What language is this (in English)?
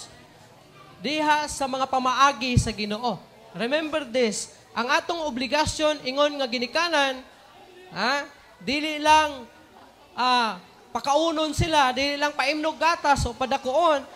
Cebuano